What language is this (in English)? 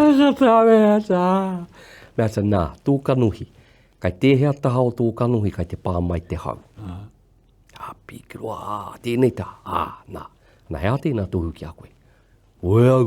Māori